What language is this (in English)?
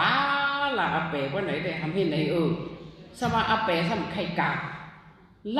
Shan